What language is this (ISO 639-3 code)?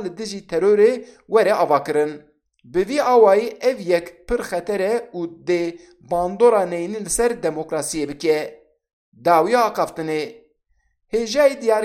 kur